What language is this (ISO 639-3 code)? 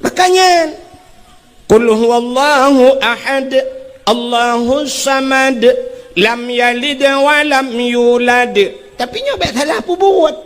ace